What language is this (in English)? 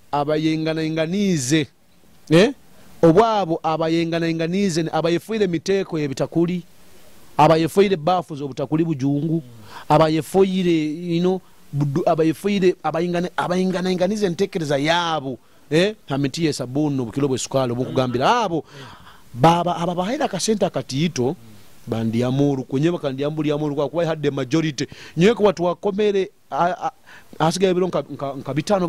Nyoro